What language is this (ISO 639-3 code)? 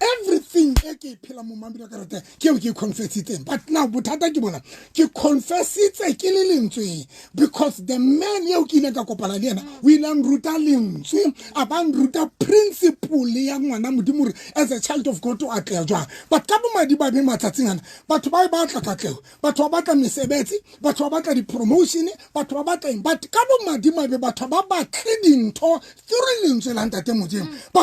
sot